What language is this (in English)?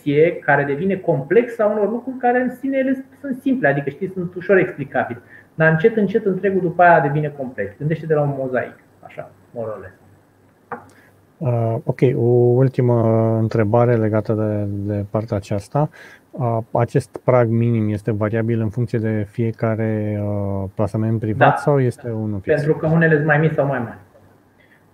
Romanian